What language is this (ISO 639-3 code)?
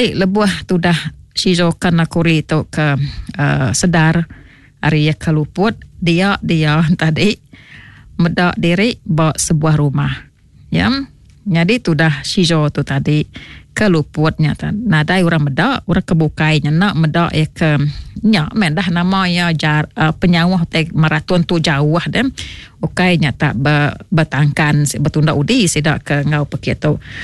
iba